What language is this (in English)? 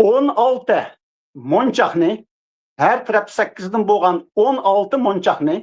Uyghur